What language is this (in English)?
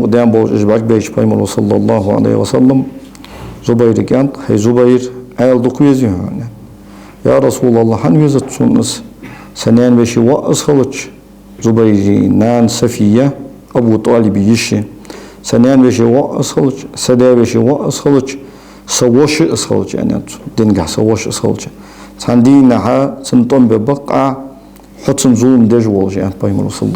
Ingush